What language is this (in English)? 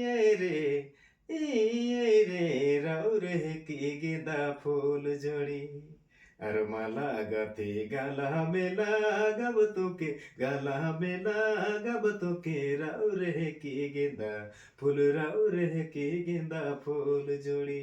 Sadri